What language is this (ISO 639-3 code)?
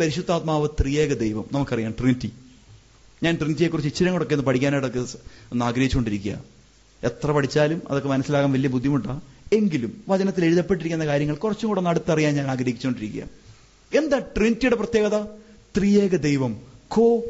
mal